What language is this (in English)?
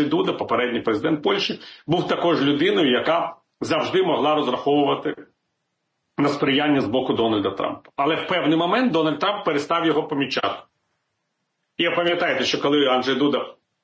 Ukrainian